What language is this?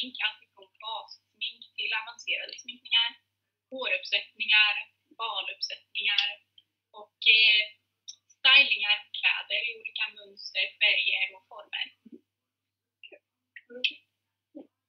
Swedish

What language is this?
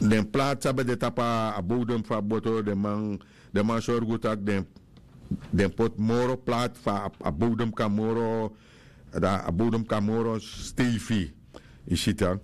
Sranan Tongo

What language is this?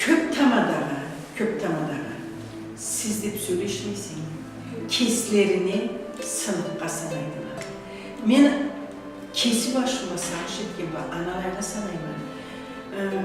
Karachay-Balkar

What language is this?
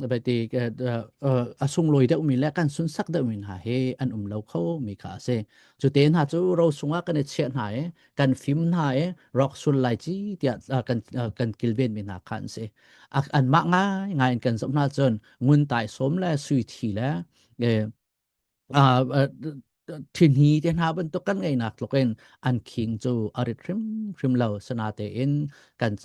Hakha Chin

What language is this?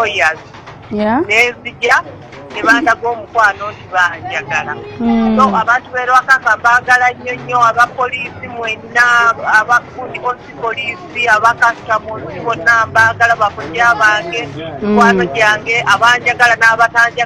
Ganda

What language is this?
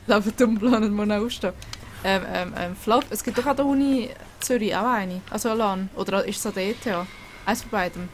Swiss German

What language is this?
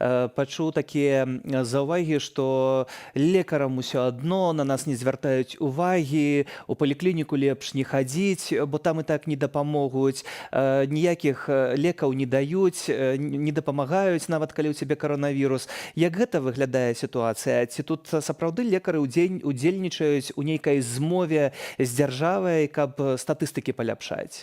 Belarusian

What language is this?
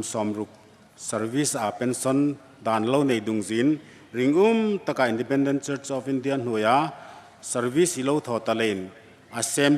Hmar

